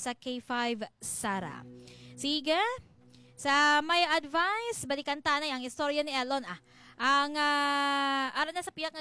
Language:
Hiligaynon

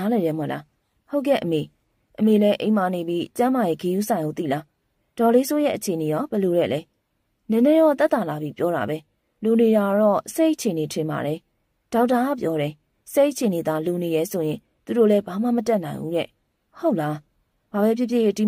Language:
Burmese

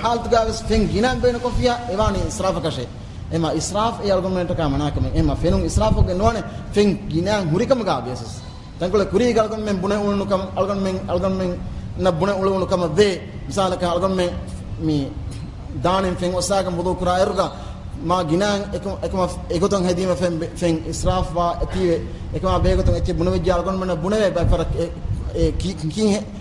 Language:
Divehi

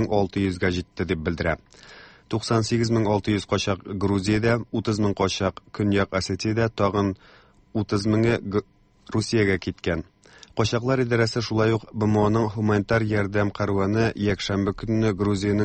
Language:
Tatar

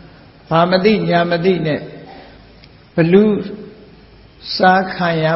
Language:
Burmese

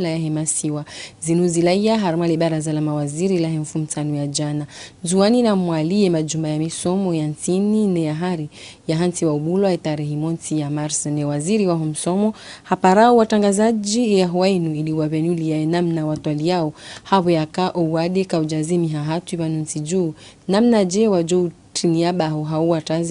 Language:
Ngazidja Comorian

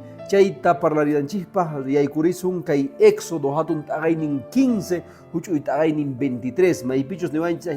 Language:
Quechua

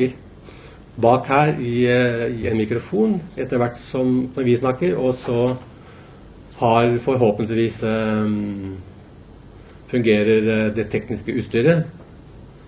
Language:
Norwegian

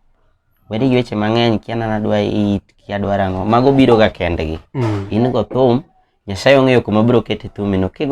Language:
Luo (Kenya and Tanzania)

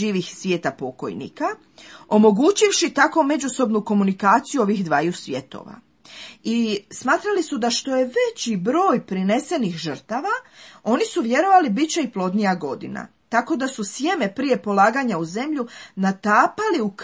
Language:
Croatian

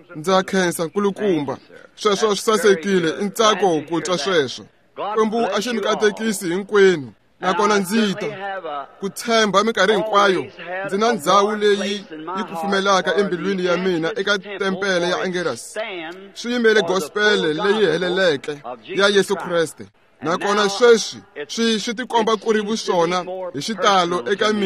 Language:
Tsonga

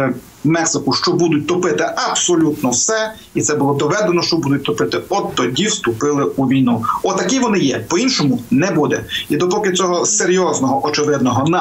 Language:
Ukrainian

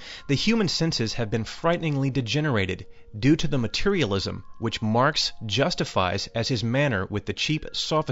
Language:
English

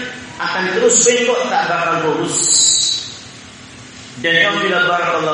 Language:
Indonesian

